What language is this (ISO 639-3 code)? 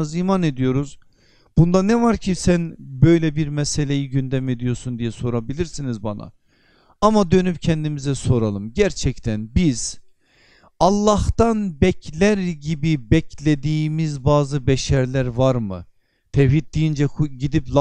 tur